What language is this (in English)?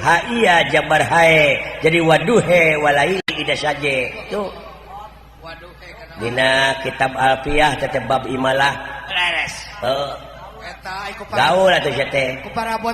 Sundanese